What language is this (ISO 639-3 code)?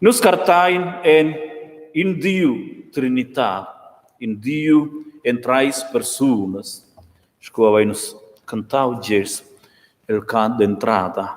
roh